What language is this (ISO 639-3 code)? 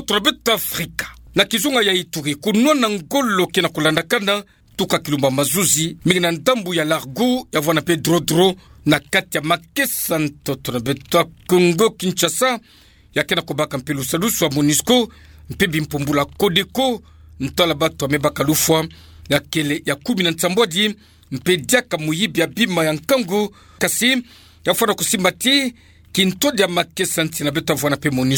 ktu